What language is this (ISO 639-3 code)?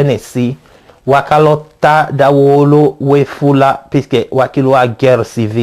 tll